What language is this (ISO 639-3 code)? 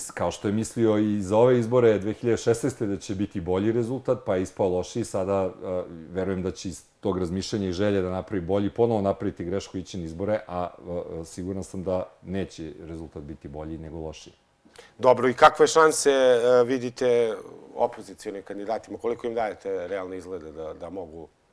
srp